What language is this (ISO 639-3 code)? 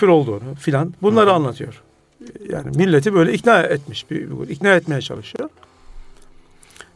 tur